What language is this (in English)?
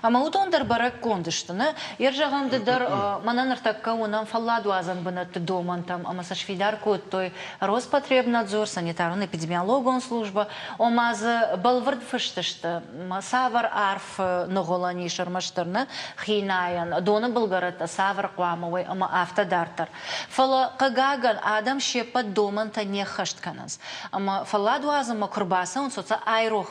Ossetic